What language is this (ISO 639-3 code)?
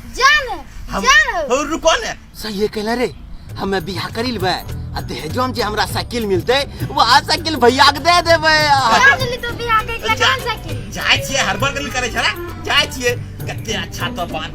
anp